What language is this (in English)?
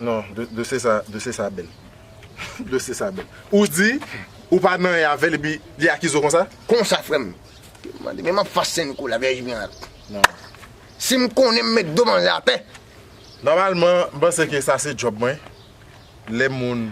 Haitian Creole